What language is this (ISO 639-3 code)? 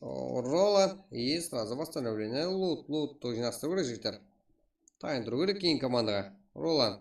kaa